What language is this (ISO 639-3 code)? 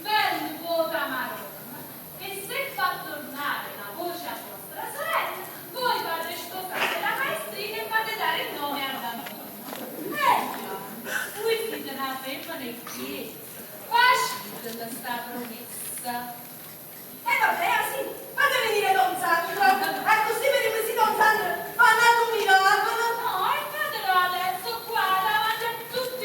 nap